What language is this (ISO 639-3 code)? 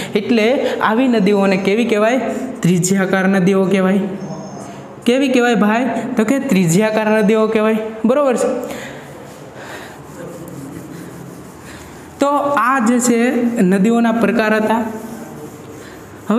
guj